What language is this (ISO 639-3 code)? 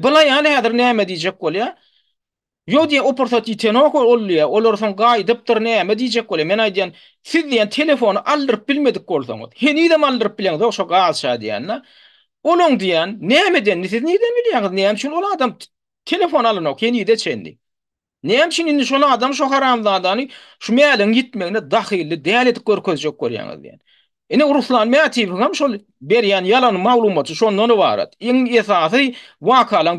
tuk